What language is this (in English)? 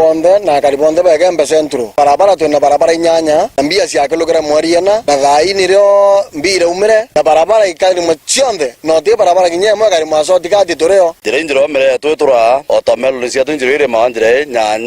Meru